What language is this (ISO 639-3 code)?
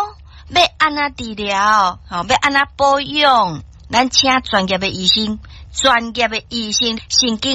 nan